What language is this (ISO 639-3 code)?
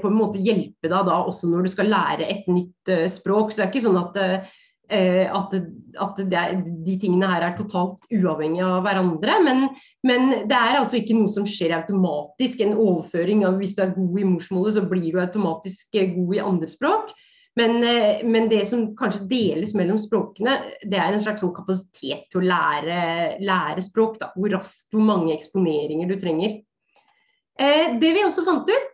nor